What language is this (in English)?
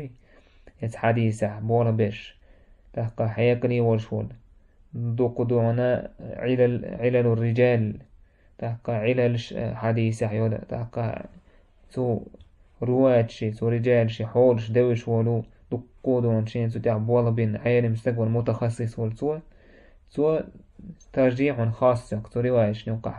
Chechen